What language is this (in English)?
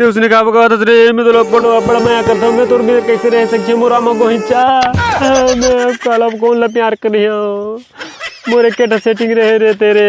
Chhattisgarhi